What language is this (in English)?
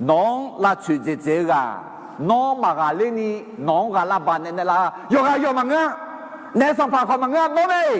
Akha